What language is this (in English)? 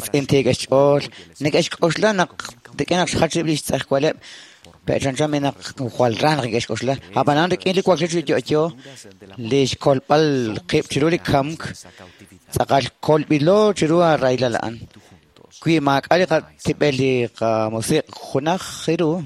Kekchí